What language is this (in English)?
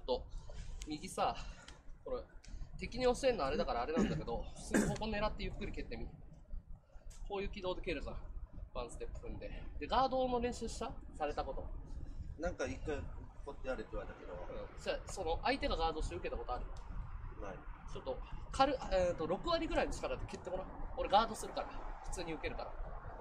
Japanese